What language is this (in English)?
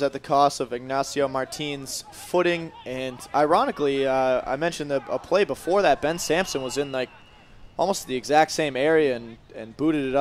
English